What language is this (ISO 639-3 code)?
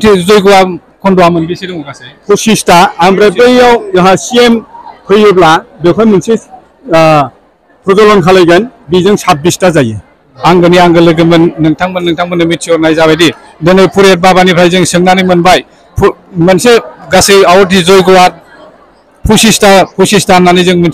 brx